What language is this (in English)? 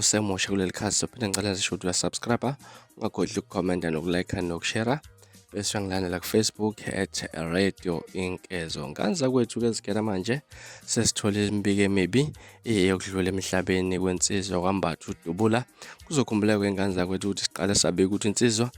Zulu